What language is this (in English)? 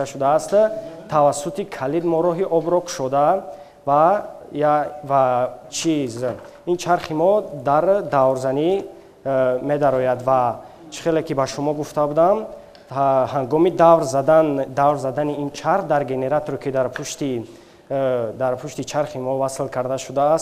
Tajik